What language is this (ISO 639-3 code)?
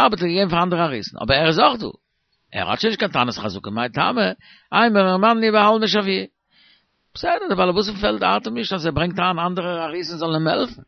yid